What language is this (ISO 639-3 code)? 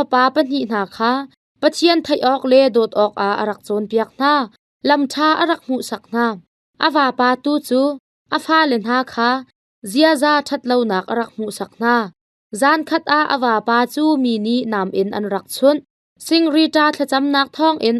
cnh